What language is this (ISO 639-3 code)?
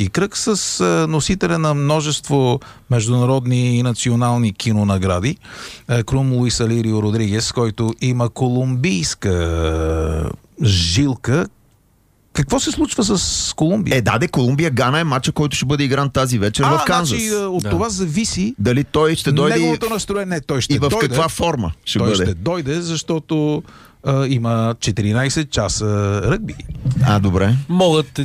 bul